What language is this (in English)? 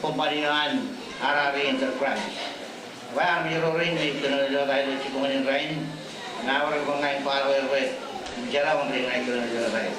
Marshallese